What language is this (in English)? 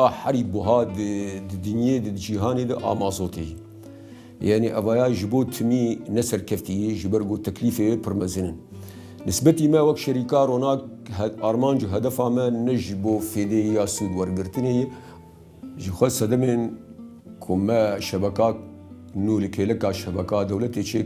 Kurdish